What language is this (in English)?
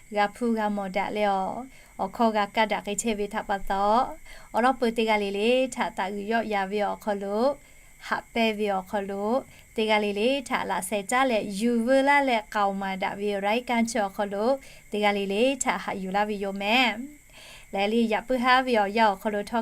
Lahu